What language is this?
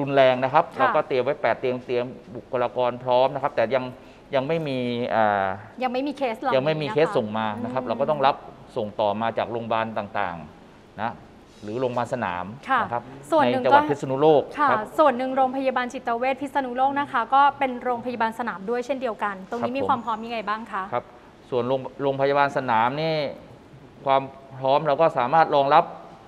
Thai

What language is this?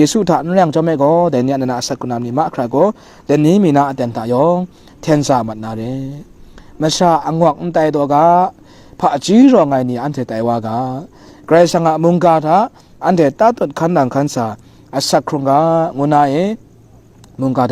Kachin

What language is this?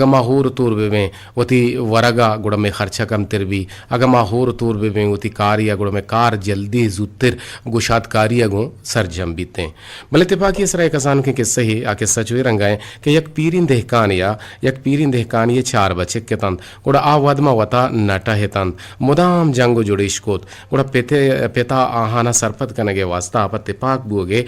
Eastern Balochi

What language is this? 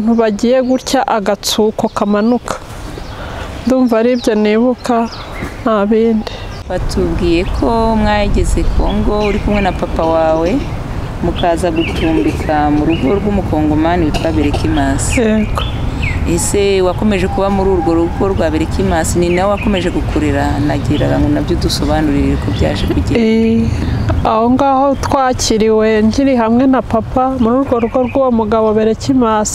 Kinyarwanda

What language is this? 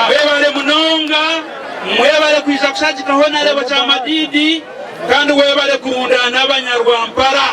Nyankole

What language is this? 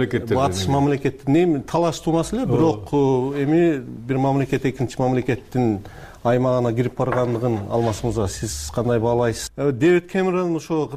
Kyrgyz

